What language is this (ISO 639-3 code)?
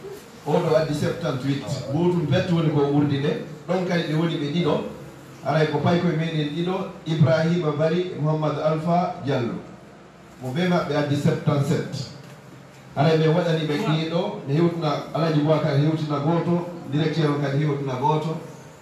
ful